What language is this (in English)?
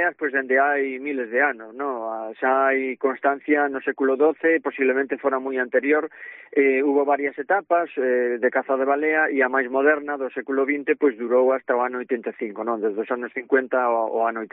Galician